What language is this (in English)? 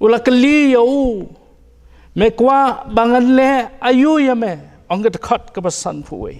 Khasi